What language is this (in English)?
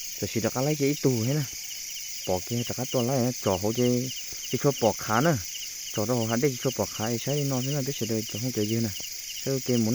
Hmong